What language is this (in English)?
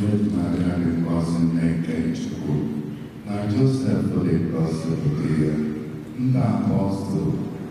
Igbo